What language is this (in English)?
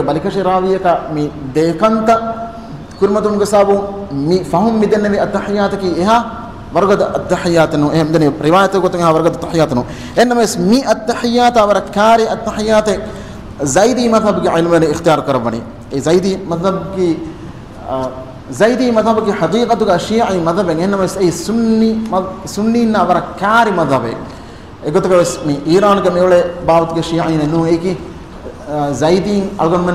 Divehi